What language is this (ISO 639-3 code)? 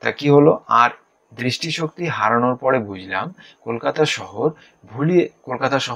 ben